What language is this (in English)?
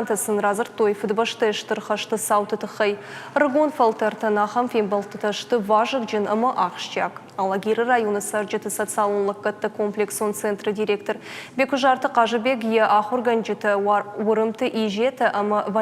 Ossetic